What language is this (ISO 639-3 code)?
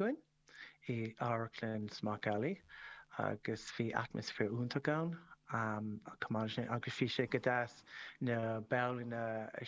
gle